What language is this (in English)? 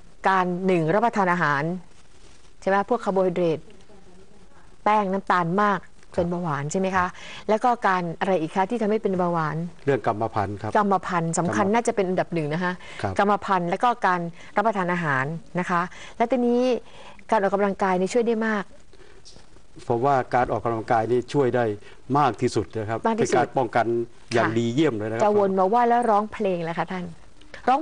Thai